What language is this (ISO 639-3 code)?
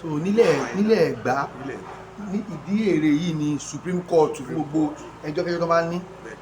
yor